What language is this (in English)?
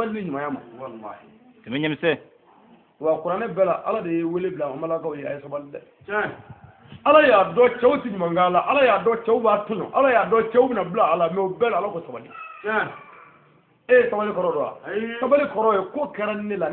Bambara